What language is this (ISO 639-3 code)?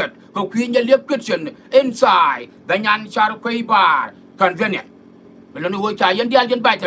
nus